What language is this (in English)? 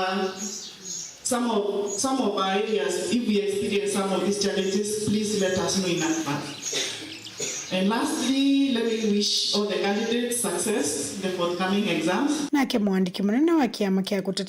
Kamba